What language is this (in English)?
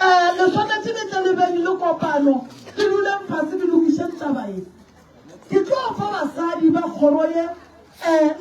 Northern Sotho